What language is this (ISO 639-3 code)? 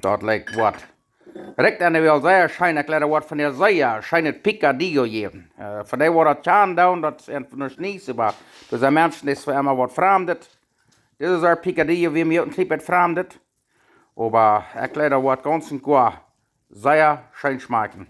pdt